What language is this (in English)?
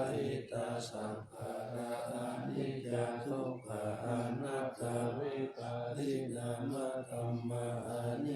Pali